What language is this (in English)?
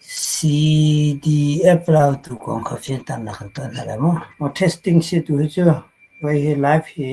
Hakha Chin